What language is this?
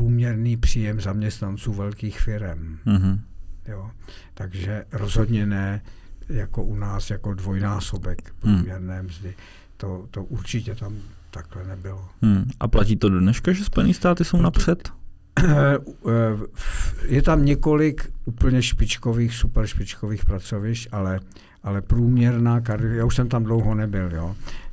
Czech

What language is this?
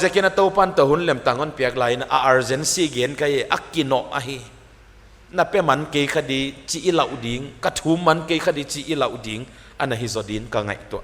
Paite Chin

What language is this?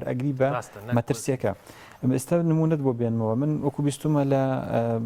Central Kurdish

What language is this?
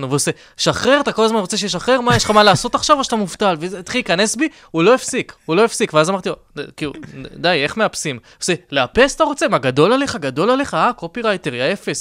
Hebrew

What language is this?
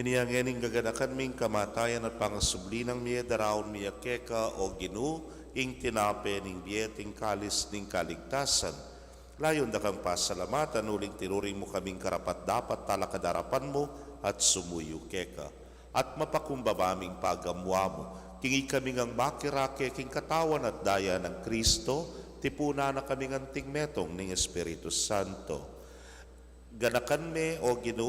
Pampanga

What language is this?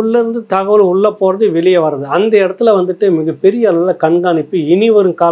Tamil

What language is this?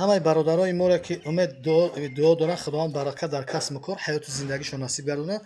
Tajik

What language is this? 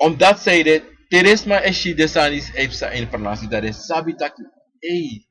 Sranan Tongo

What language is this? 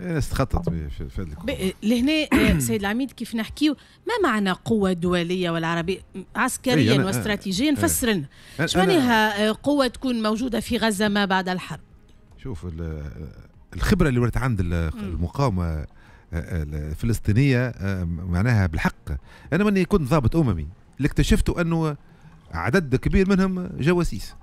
Tunisian Arabic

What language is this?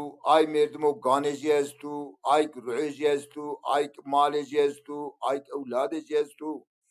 Zaza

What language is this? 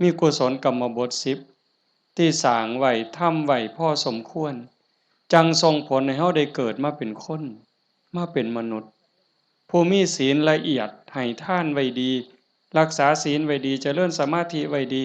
Northeastern Thai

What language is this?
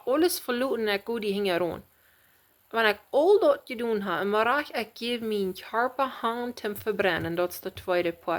Plautdietsch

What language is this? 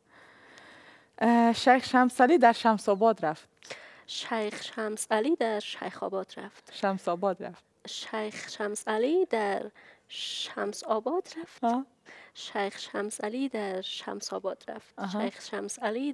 Persian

